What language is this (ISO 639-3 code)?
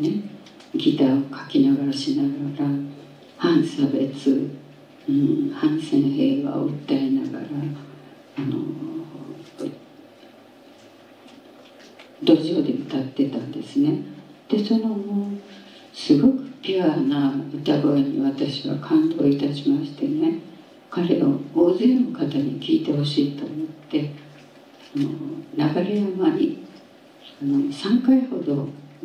jpn